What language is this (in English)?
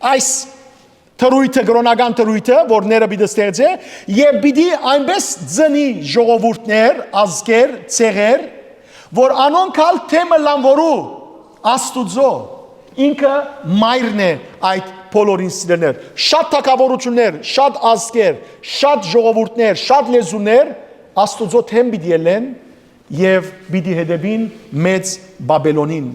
Western Armenian